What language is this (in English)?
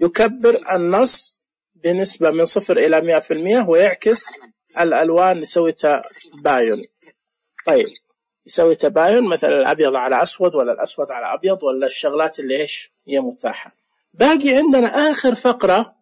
Najdi Arabic